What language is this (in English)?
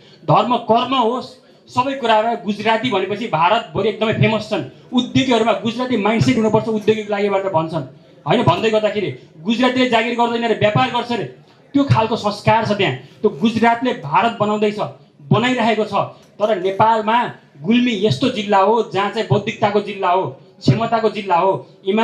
Nepali